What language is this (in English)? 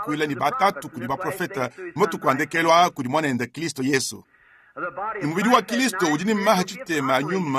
Luba-Lulua